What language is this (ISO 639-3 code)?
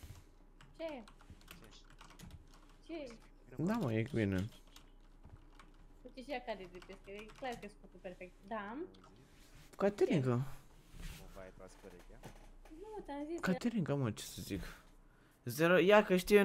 ron